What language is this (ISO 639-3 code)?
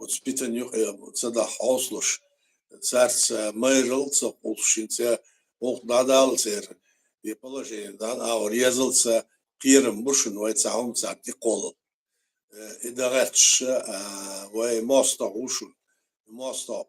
che